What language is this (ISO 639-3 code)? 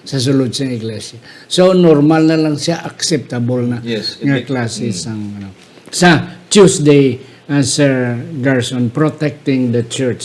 hil